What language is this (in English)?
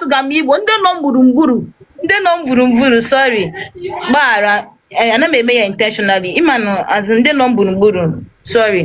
Igbo